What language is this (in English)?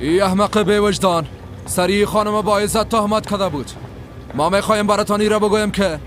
Persian